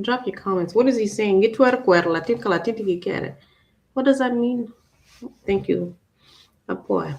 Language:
Acoli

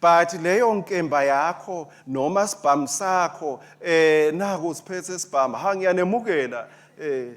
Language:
Swati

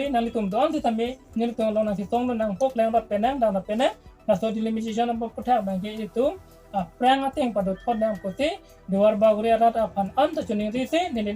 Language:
Karbi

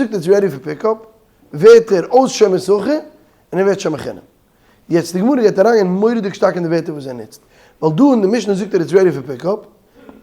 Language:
Yiddish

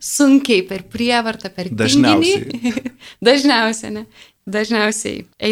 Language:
Lithuanian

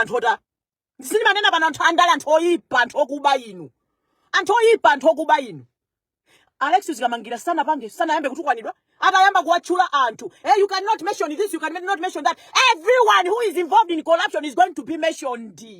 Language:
Nyanja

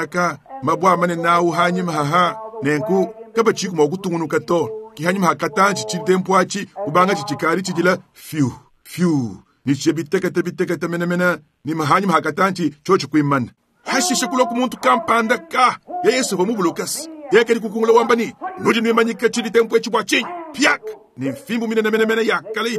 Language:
Luba-Lulua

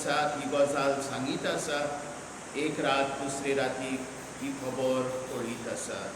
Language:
Konkani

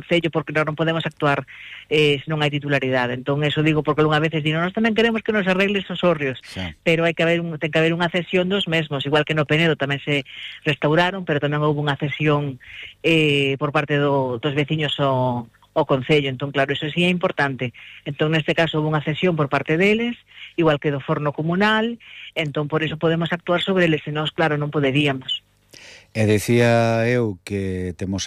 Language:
Galician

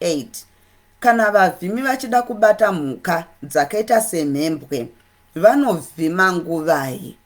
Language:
Shona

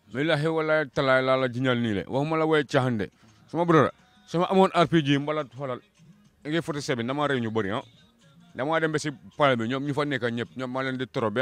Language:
Wolof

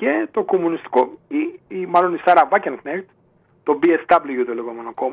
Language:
Greek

